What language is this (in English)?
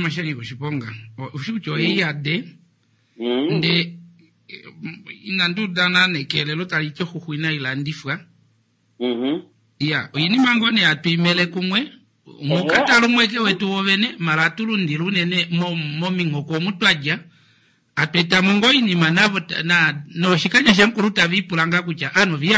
Kuanyama